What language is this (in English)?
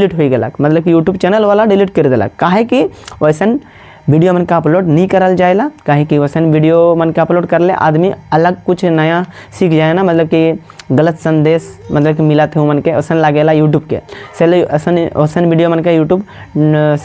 Sadri